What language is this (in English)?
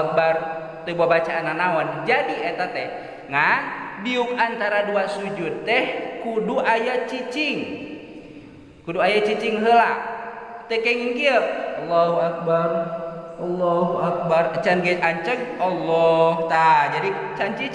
Sundanese